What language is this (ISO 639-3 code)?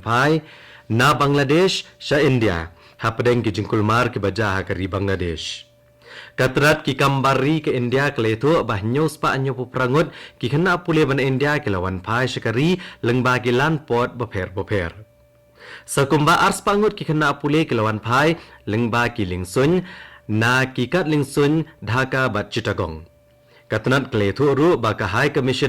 kha